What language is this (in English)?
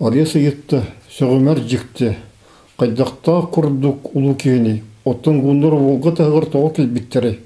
Yakut